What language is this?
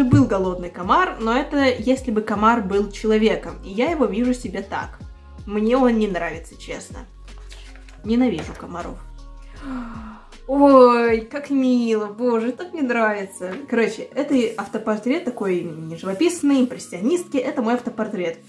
Russian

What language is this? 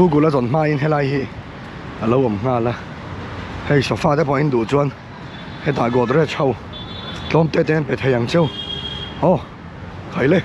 Mizo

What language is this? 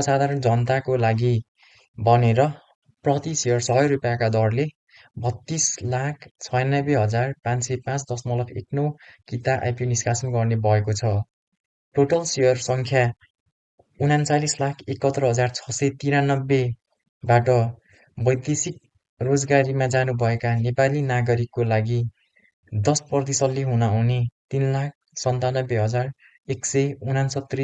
Nepali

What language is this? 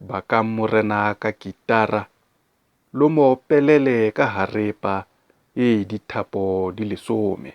Tswana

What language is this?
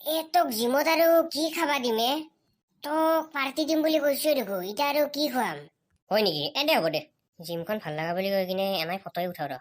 Assamese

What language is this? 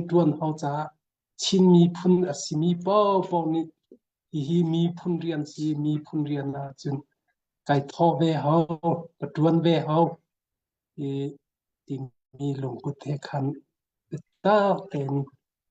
Hakha Chin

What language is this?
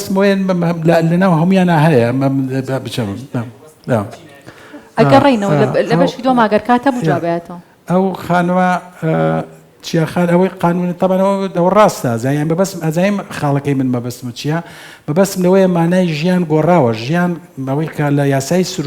Central Kurdish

